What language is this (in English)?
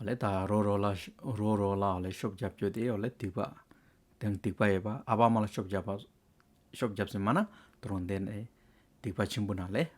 Hyolmo